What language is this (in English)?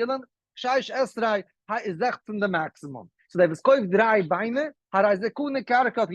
Yiddish